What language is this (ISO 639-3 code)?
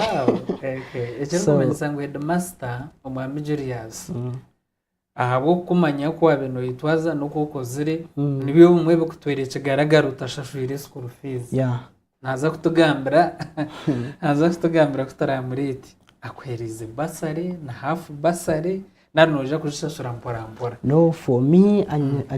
nyn